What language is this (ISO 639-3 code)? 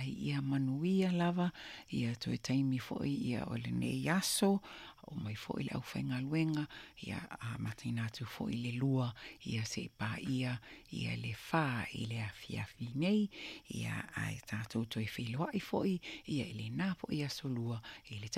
smo